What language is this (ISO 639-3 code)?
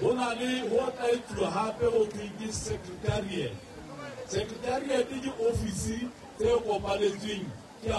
sot